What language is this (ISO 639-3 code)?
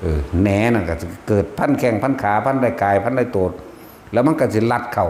tts